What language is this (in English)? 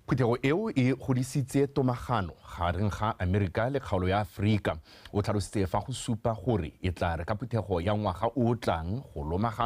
Tswana